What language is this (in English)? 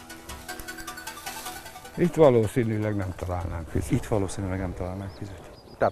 Hungarian